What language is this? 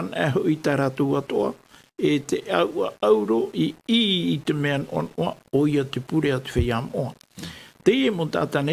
Tahitian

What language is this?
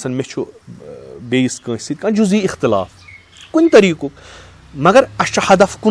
Kashmiri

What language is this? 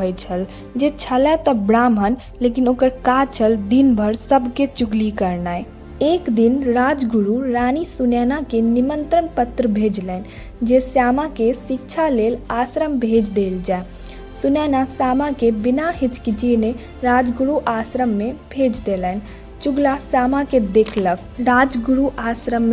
Maithili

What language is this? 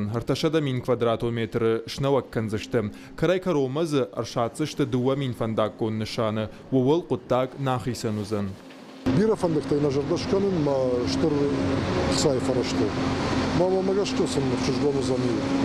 Ossetic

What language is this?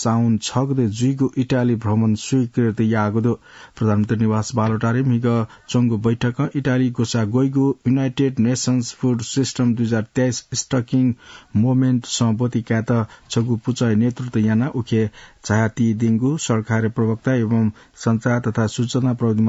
Newari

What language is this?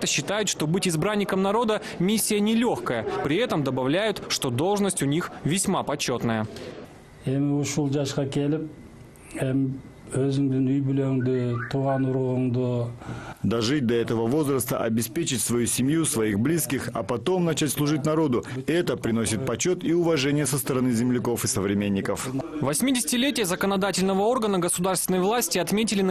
Russian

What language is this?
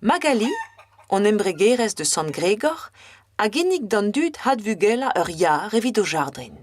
Breton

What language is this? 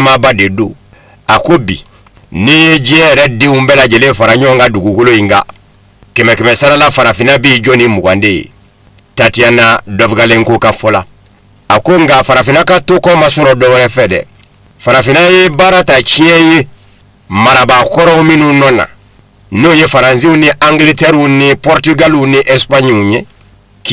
Bambara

